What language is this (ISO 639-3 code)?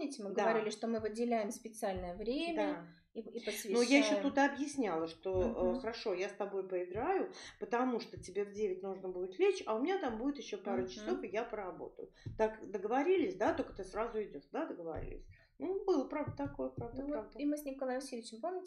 rus